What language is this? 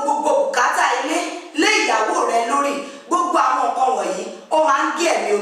Yoruba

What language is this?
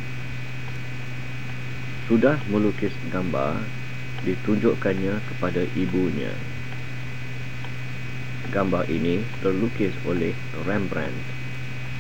Malay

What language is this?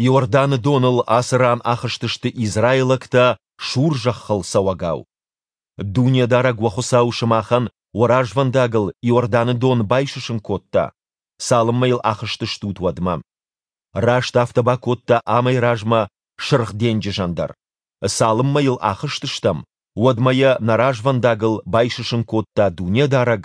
Ossetic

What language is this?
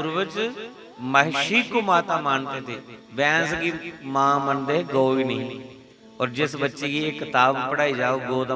Dogri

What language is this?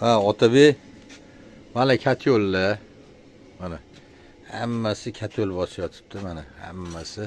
Uzbek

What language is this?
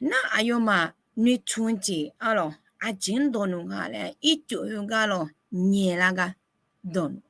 Akha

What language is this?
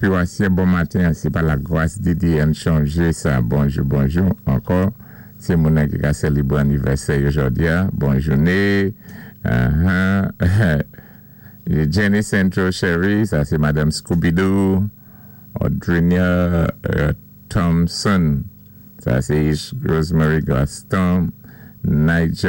Saint Lucian Creole French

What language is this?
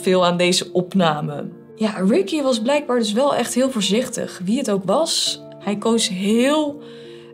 Dutch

